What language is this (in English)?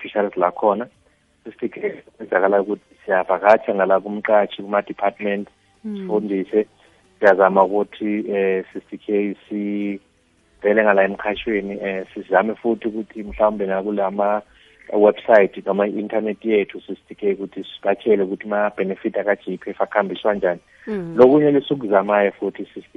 South Ndebele